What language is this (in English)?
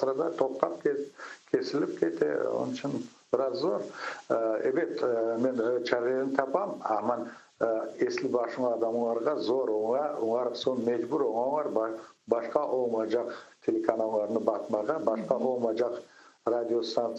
Crimean Tatar